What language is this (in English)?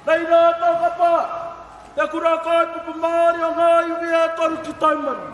Māori